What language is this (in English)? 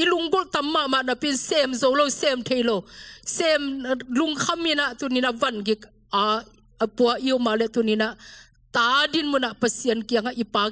Tedim Chin